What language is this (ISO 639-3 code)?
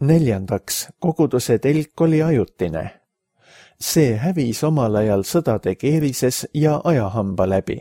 est